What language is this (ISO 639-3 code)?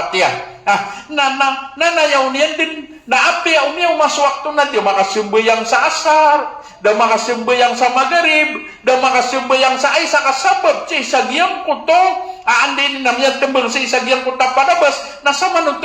mrw